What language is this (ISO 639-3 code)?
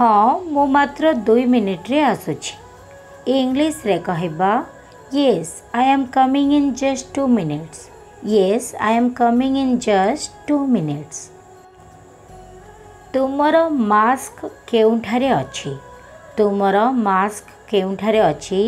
ori